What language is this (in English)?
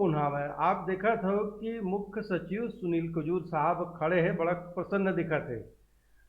Chhattisgarhi